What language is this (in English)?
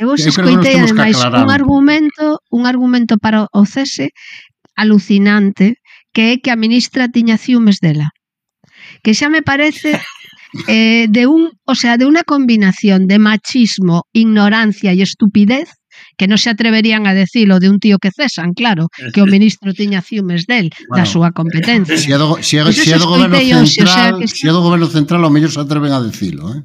Galician